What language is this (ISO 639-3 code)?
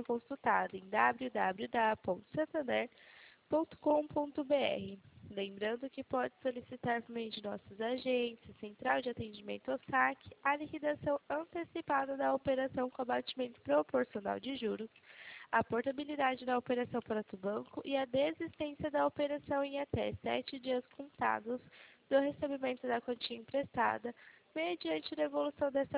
por